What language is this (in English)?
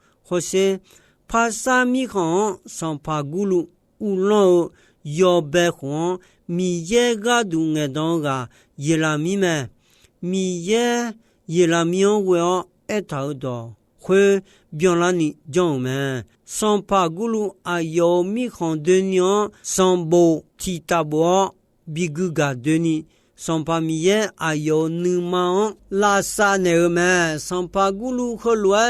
Akha